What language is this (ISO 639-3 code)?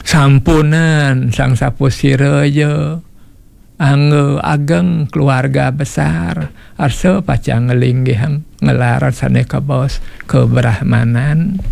ban